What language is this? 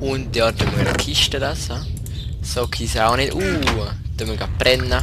Swiss German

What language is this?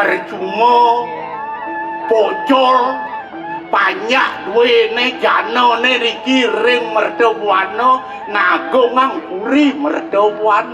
Balinese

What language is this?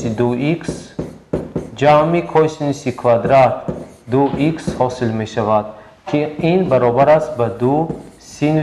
Tajik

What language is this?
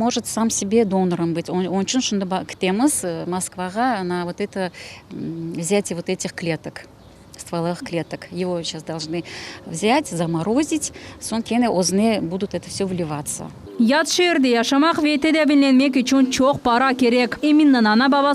Crimean Tatar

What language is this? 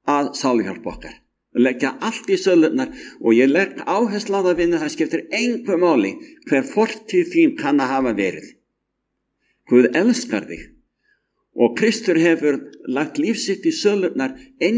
Icelandic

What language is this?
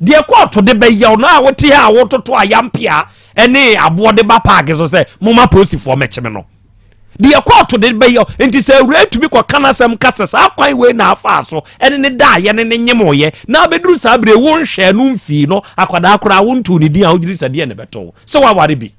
Akan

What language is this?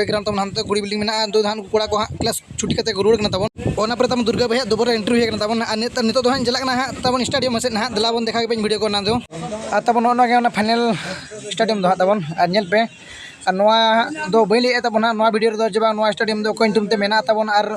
Santali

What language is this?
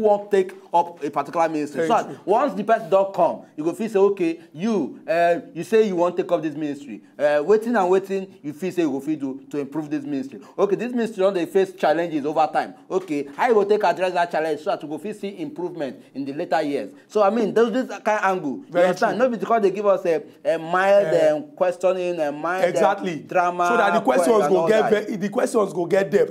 Nigerian Pidgin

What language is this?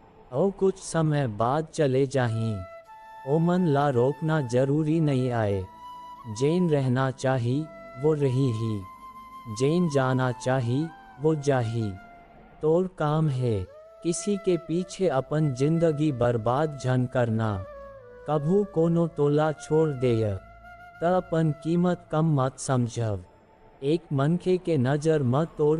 Chhattisgarhi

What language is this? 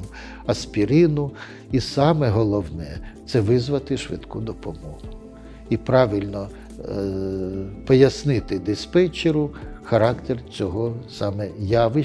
Ukrainian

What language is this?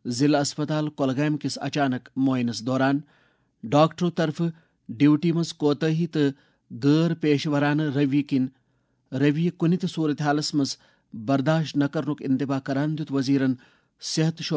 Kashmiri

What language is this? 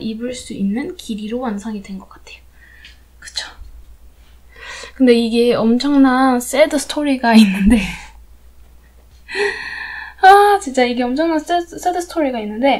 Korean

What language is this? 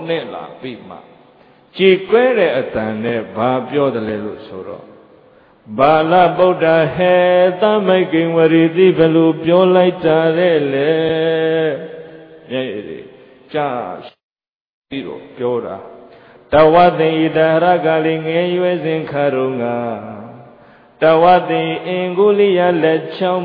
Burmese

